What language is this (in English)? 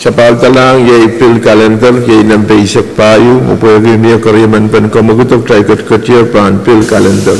Pohnpeian